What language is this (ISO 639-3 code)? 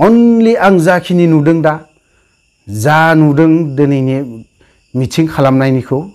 brx